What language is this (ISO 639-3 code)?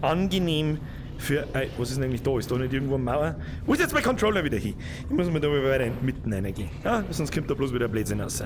bar